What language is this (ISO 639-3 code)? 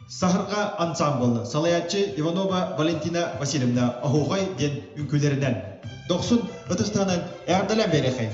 sah